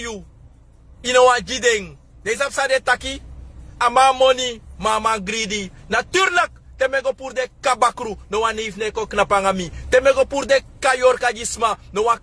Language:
Sranan Tongo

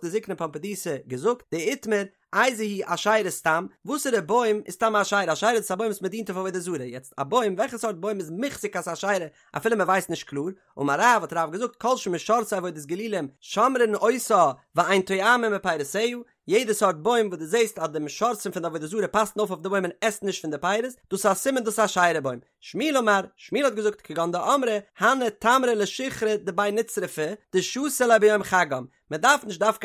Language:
Yiddish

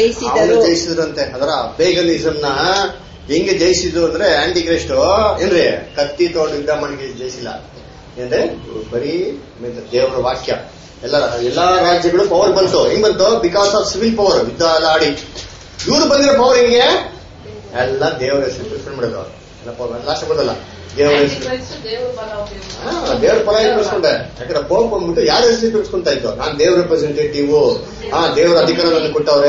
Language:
Kannada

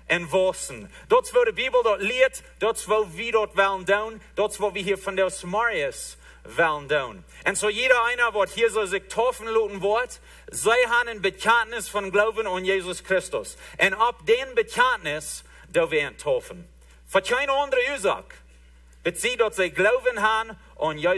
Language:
Plautdietsch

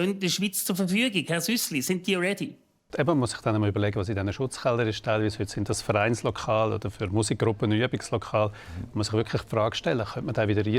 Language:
Swiss German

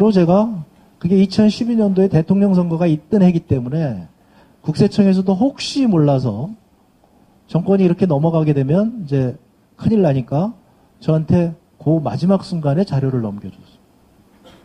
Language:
Korean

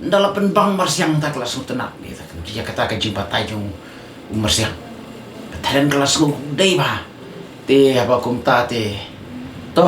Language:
Khasi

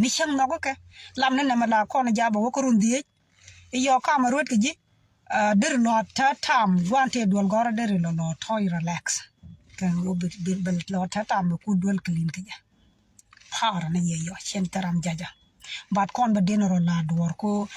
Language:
Nuer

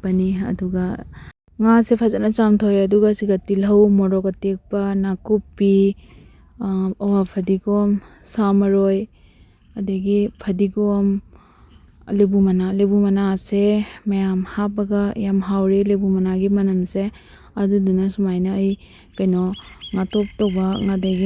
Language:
Manipuri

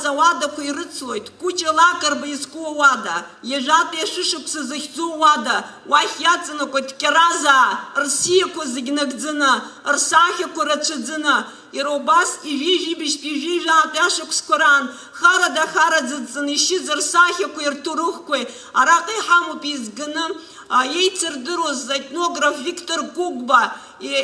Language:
Abkhazian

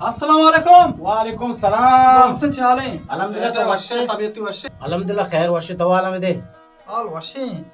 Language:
Baluchi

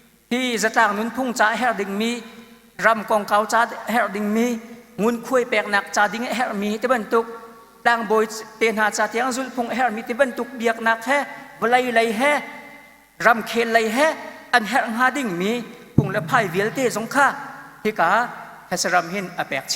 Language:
Hakha Chin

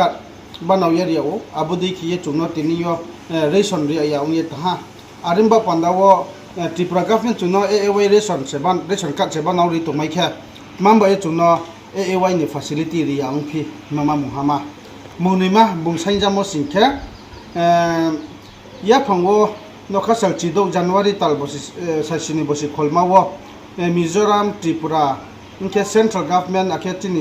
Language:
Riang (India)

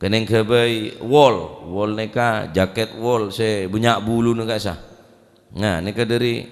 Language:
Madurese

